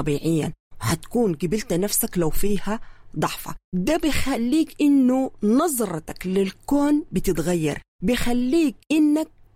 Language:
Sudanese Arabic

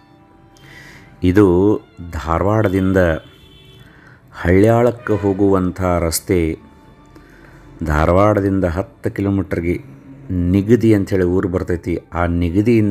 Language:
Kannada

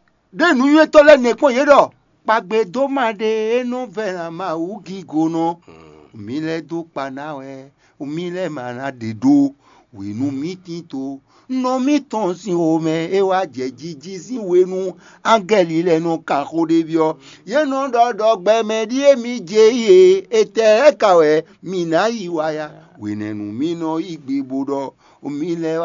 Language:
Fon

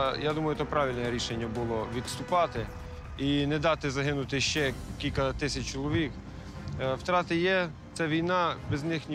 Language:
Ukrainian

